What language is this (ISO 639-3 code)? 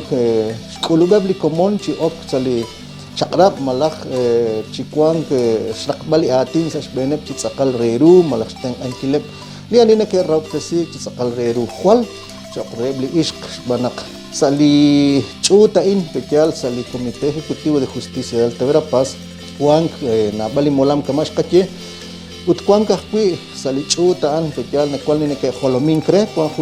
kek